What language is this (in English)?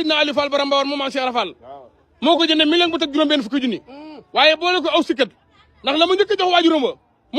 Wolof